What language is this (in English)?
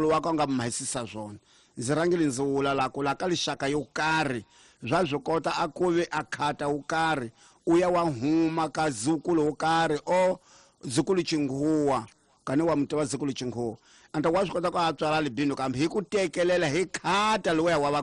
Tsonga